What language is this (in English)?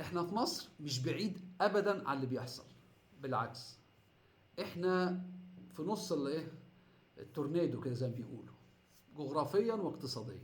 Egyptian Arabic